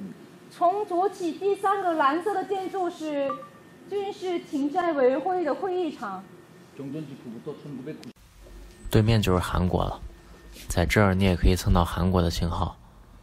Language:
Chinese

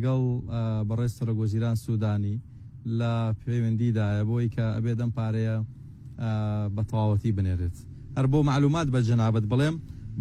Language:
Central Kurdish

